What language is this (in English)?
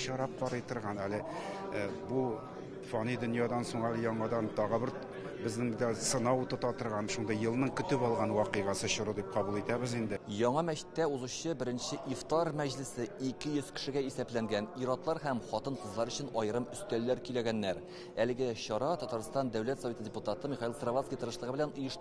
Tatar